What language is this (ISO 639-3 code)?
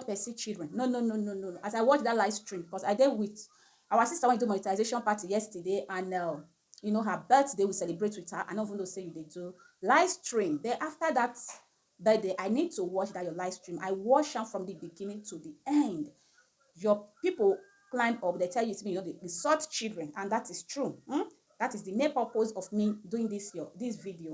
pcm